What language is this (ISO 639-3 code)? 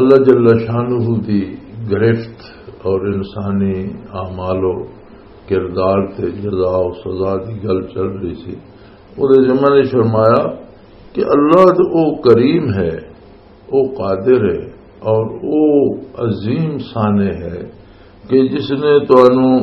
lah